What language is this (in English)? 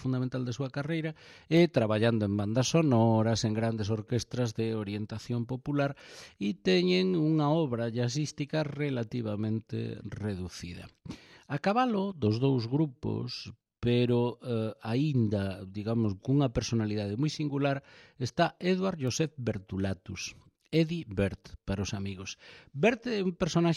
Galician